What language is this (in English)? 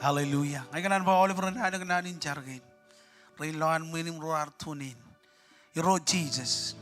Marshallese